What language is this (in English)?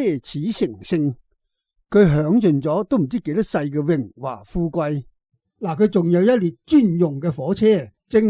Cantonese